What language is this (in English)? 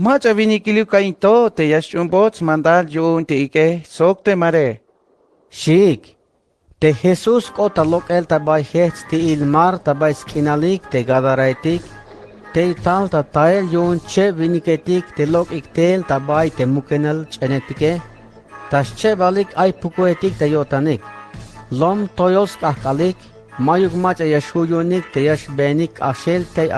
Tzeltal